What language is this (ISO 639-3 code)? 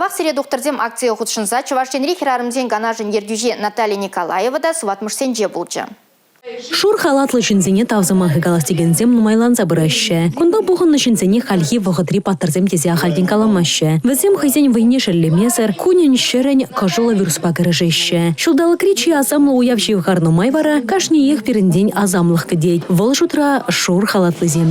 chv